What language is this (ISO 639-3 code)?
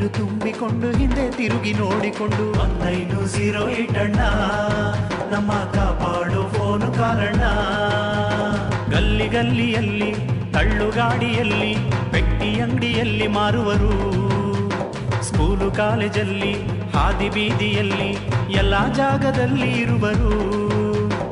kan